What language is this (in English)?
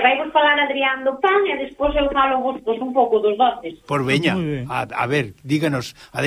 Galician